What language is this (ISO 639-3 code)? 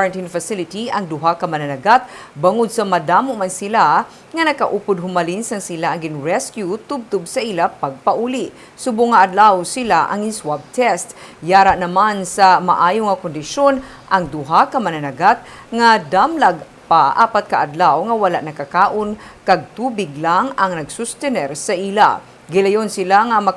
hil